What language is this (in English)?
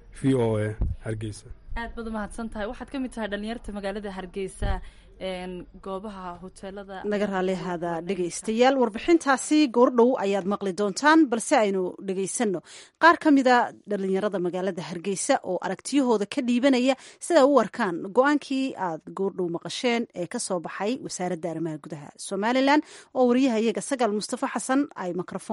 Somali